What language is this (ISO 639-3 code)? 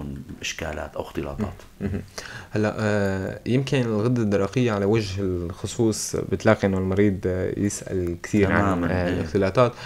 apc